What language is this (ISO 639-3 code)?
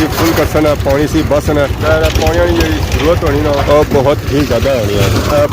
phr